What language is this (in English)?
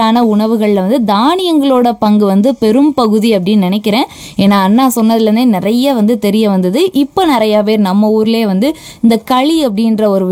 Tamil